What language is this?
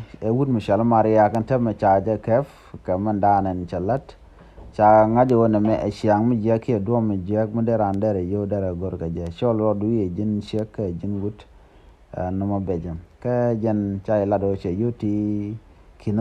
Nuer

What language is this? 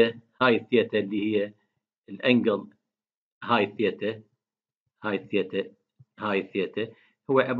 Mesopotamian Arabic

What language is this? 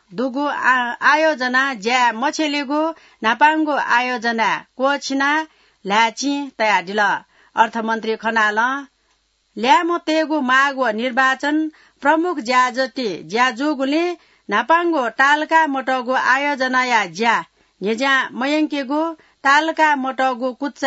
Newari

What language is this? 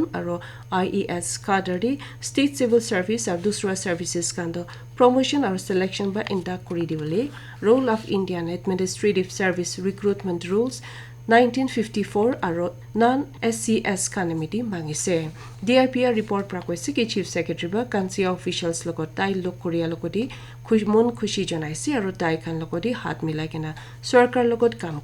Naga Pidgin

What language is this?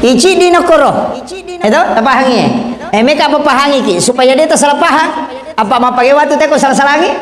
Buginese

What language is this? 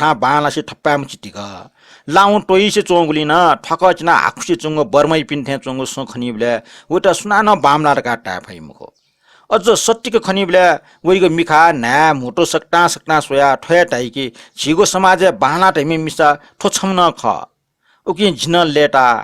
Newari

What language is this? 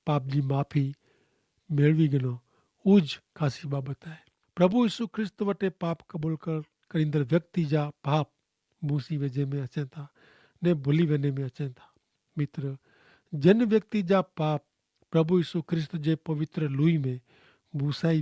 Kachhi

